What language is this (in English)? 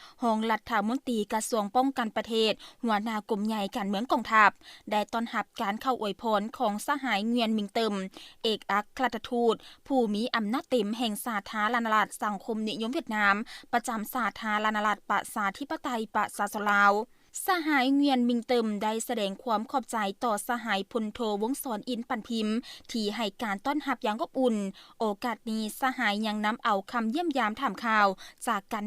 Lao